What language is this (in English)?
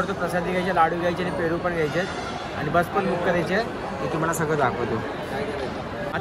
Marathi